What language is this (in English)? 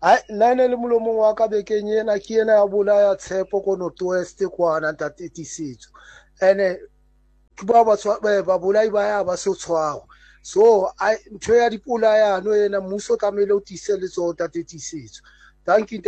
Southern Sotho